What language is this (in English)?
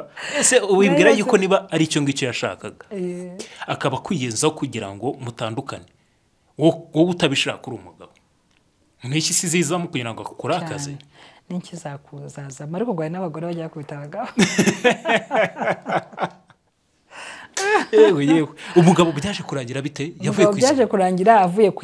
Kinyarwanda